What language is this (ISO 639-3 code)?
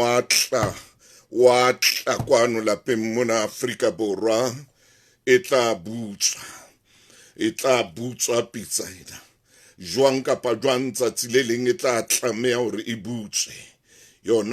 sot